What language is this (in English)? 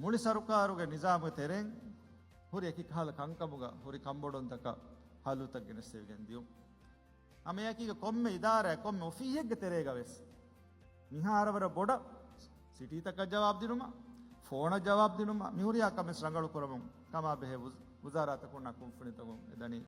Divehi